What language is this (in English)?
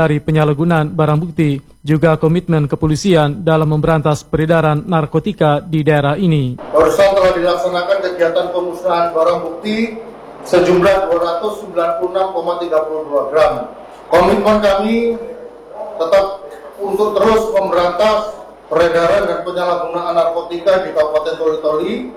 Indonesian